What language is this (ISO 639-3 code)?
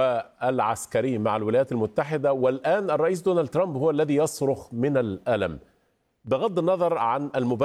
ara